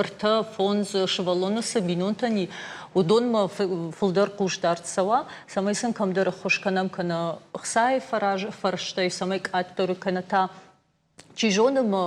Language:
Ossetic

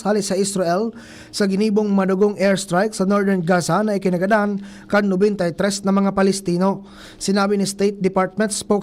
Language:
Bikol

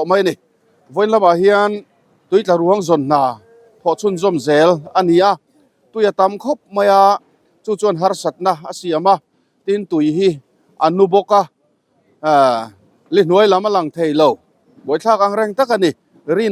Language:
Mizo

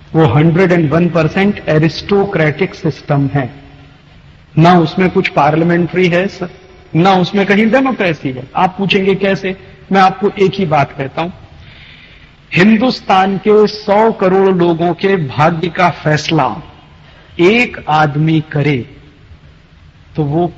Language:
Hindi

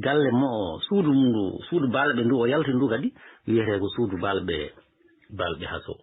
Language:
Fula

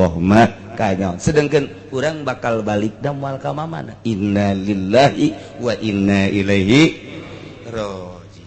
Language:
Sundanese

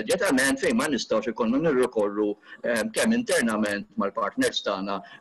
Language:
Maltese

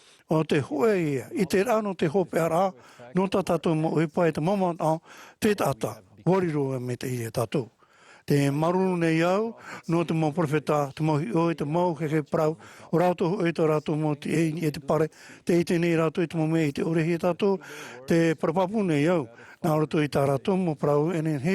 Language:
Tahitian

